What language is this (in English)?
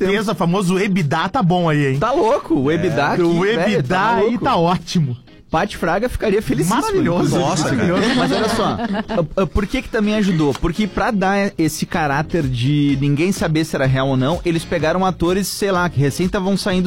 Portuguese